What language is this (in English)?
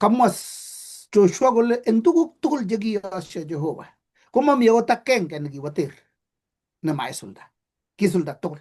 Kalenjin